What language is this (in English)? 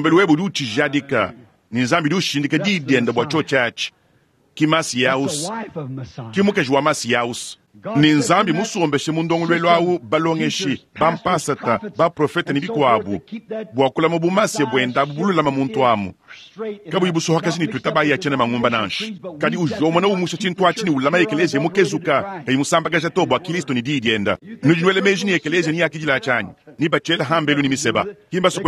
Luba-Lulua